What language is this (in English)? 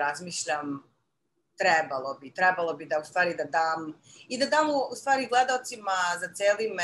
Serbian